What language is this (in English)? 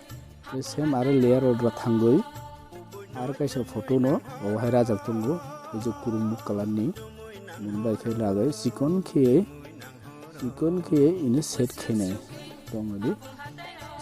Kok Borok